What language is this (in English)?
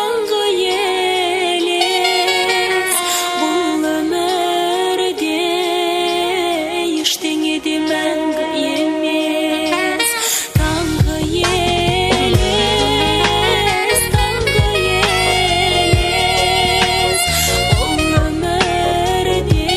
Kazakh